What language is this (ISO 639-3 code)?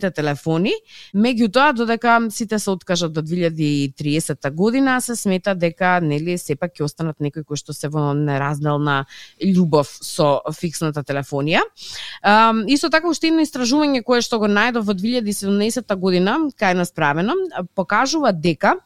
mkd